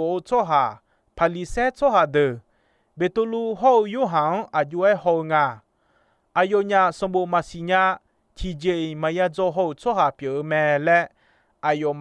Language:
Akha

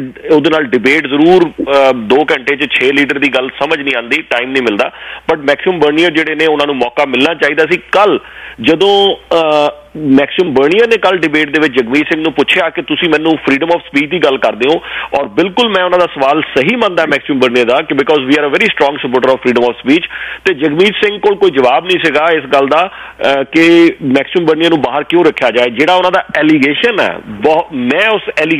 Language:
Punjabi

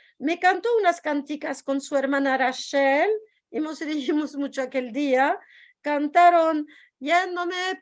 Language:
Ladino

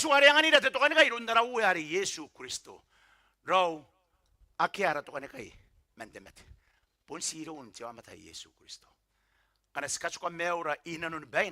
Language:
Gilbertese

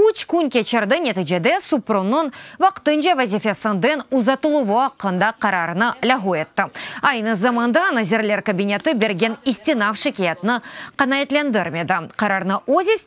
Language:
Crimean Tatar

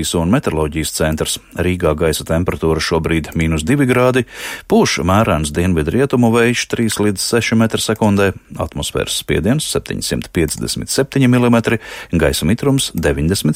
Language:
Latvian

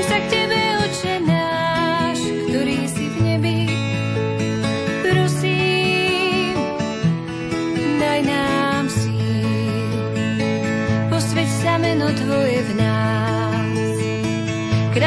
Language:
Slovak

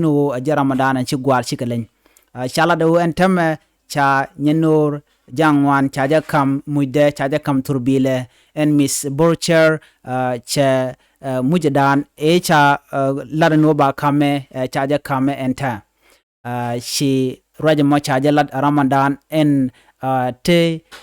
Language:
Nuer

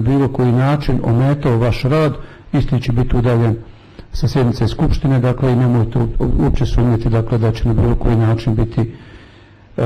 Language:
Bosnian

